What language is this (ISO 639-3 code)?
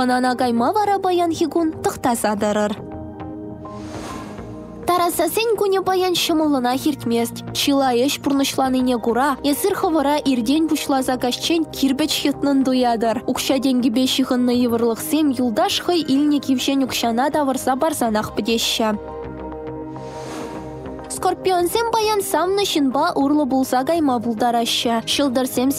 chv